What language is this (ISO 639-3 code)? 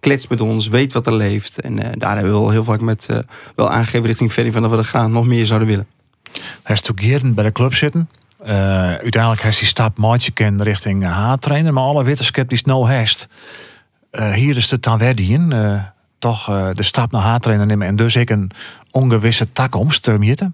fry